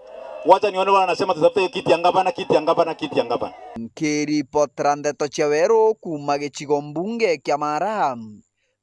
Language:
Meru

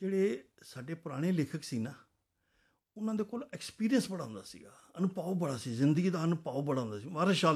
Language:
Punjabi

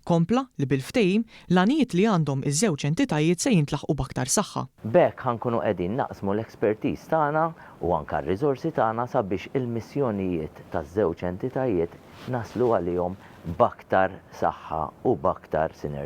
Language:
Maltese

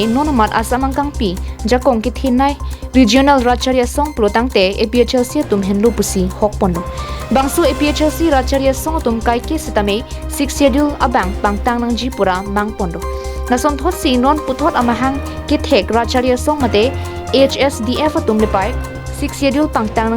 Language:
Karbi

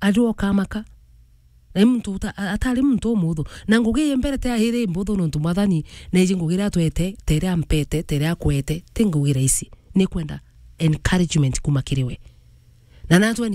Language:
Meru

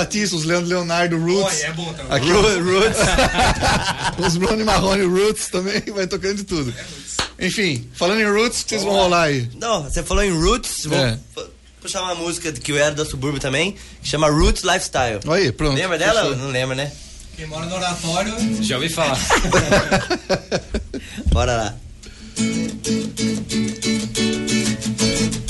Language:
Portuguese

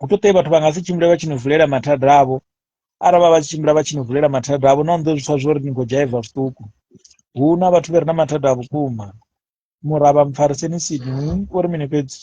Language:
Venda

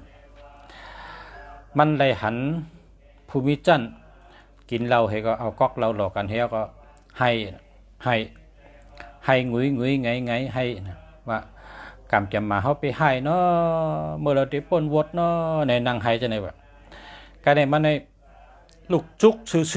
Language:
Shan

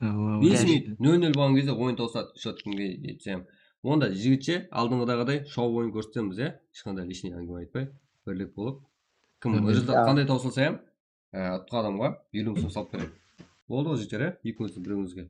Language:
Kara-Kalpak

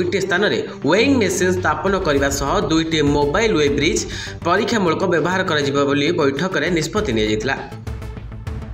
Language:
Odia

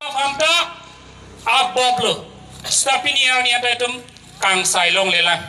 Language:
Karbi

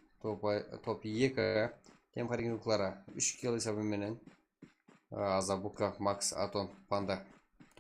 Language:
Kara-Kalpak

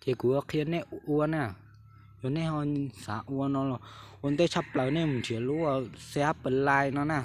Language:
Hmong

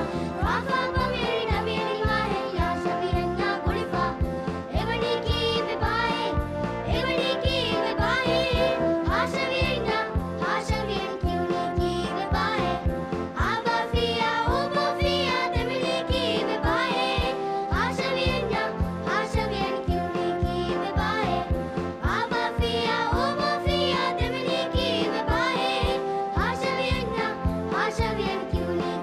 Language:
Divehi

